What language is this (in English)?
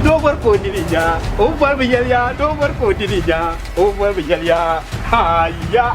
Dagbani